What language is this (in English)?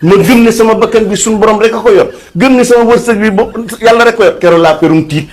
Wolof